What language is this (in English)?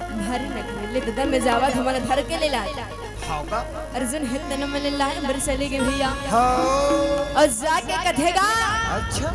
Chhattisgarhi